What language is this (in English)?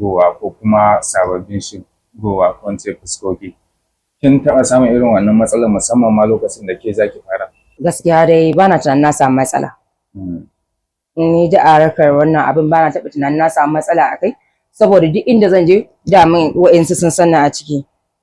Hausa